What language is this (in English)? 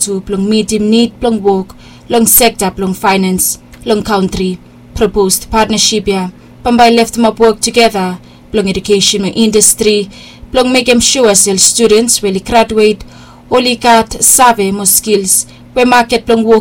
Bislama